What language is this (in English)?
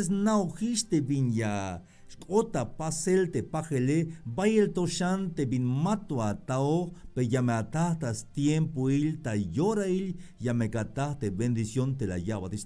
Tzeltal